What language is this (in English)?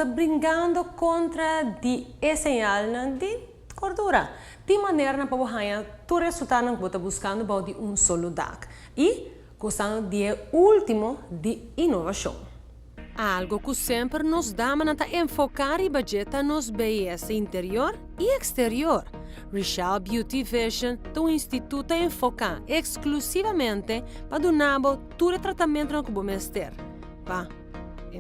Papiamento